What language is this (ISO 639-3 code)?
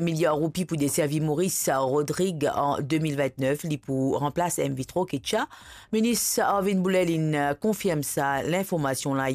mfe